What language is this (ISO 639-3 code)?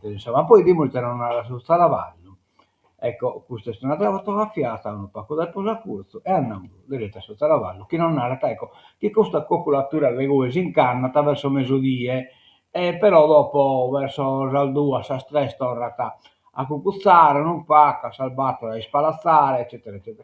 srd